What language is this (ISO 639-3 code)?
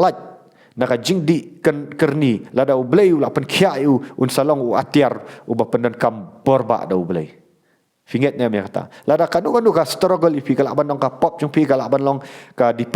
kha